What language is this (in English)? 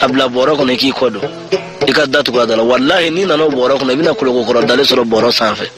Bambara